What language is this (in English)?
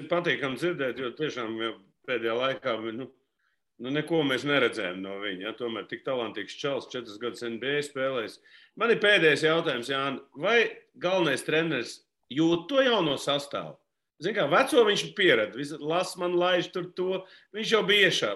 Latvian